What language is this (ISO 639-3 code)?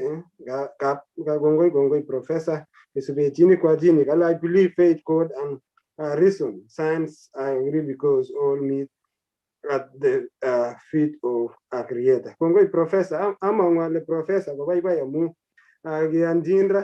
kln